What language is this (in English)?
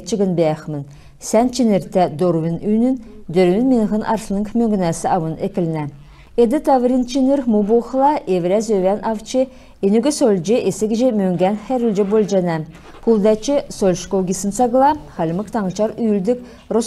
Kalmyk